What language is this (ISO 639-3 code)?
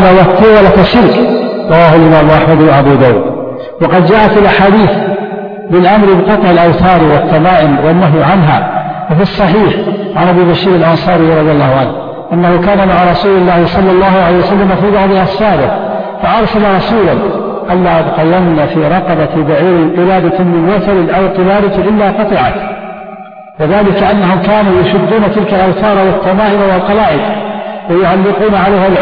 ara